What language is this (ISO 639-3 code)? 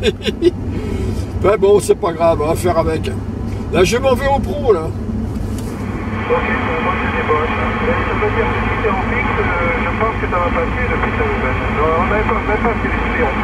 fra